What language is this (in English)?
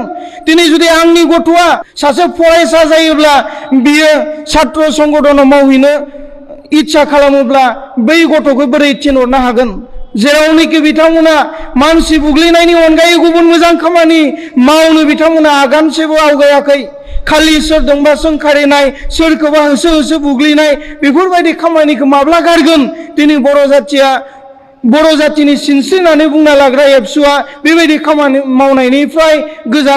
Bodo